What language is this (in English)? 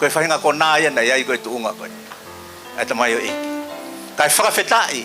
Tongan